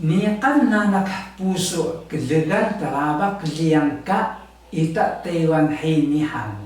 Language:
Taroko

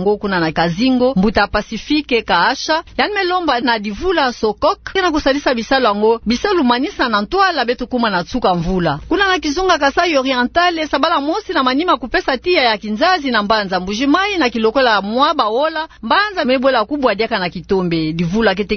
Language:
Kituba (Democratic Republic of Congo)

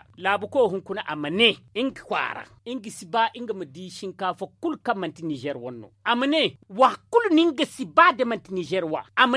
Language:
Zarma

